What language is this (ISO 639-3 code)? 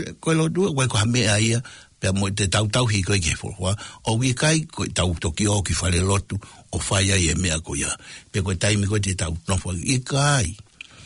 ton